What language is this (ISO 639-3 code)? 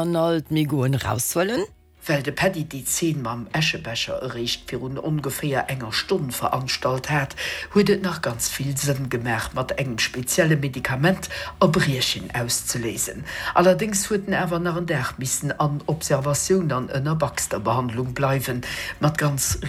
ltz